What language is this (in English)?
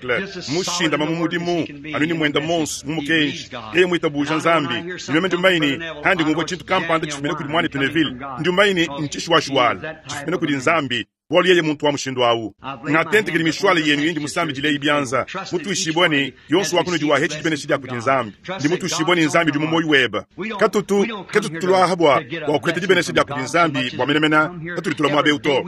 Luba-Lulua